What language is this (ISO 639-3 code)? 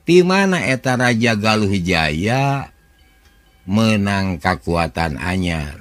sun